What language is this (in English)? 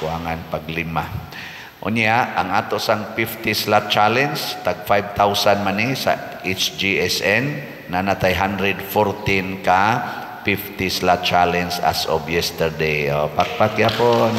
Cebuano